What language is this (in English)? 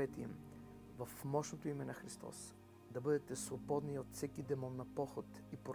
Bulgarian